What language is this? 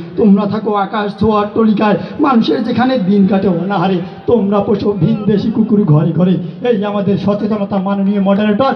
Bangla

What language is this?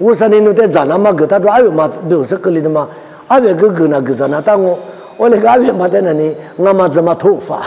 Lisu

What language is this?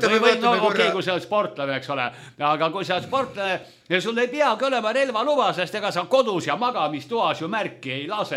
Estonian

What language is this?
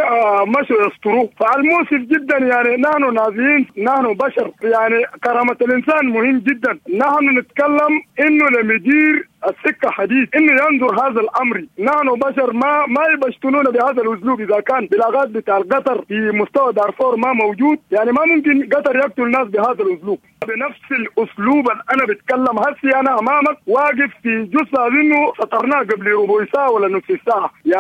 Sudanese Arabic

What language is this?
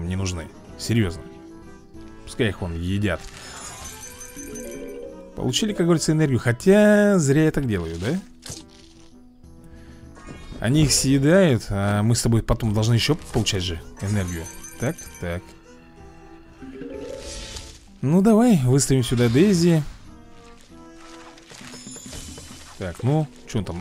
Russian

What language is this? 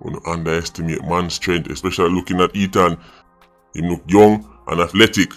Jamaican Creole English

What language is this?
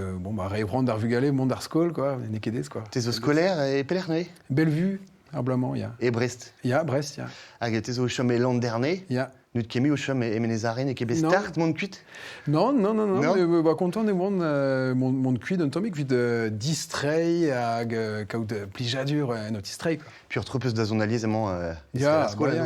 Breton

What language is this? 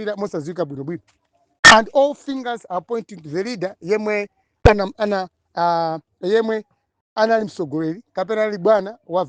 Nyanja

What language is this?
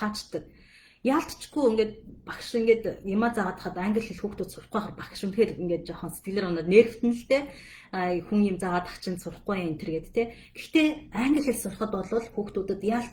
Mongolian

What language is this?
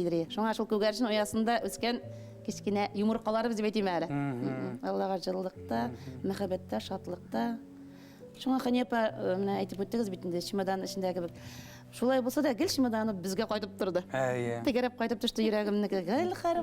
Bashkir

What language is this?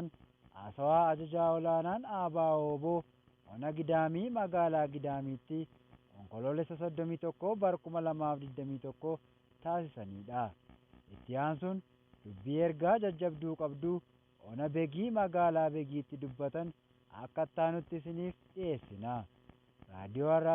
Oromo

